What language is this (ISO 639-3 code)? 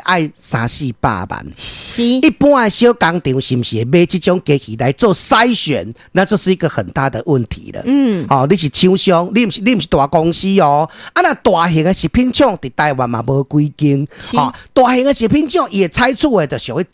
nan